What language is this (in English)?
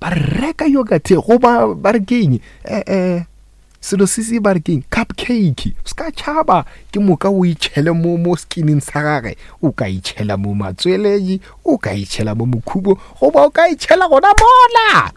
Northern Sotho